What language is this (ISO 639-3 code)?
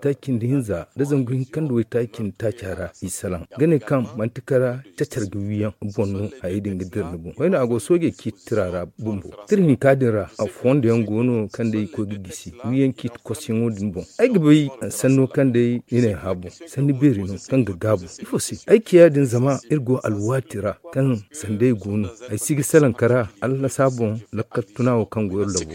dje